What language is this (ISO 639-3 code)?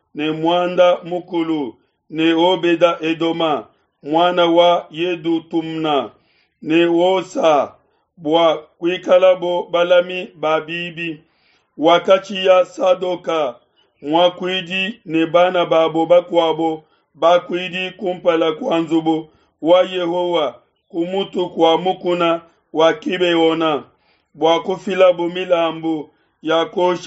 lua